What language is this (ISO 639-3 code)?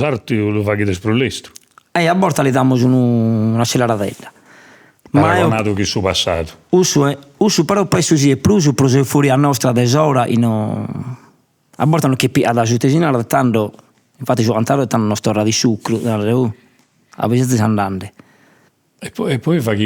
srd